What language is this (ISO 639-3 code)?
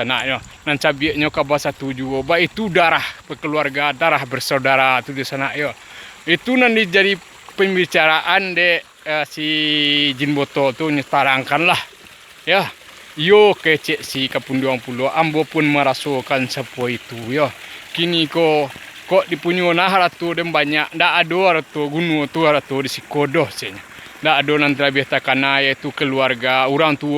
min